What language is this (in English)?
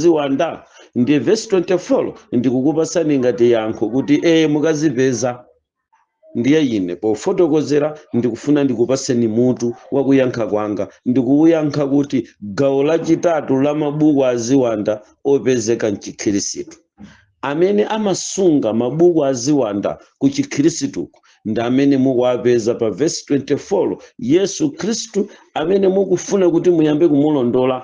Nyanja